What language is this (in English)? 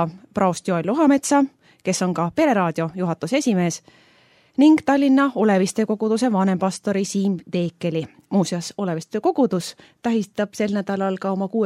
Estonian